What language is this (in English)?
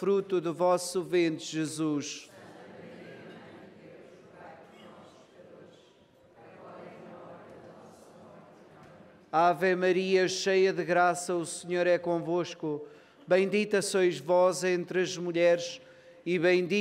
Portuguese